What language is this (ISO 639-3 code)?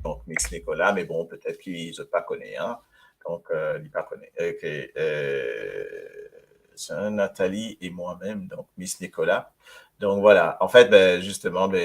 mfe